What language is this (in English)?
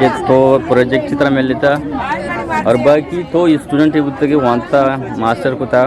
Eastern Balochi